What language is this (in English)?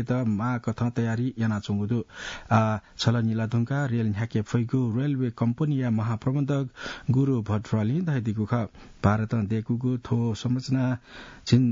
Newari